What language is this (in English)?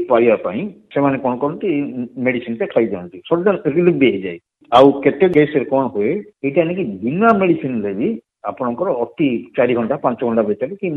Odia